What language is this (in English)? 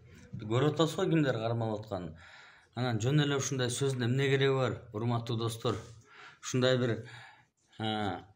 Kyrgyz